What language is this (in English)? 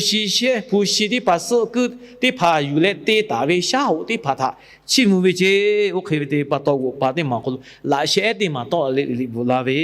Lahu